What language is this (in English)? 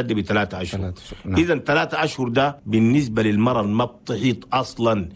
Chadian Arabic